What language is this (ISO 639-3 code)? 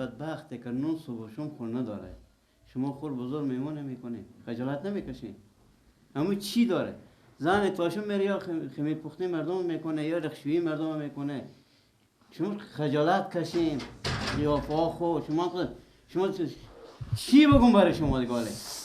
fas